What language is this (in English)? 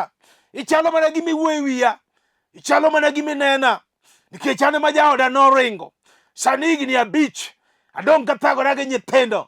Luo (Kenya and Tanzania)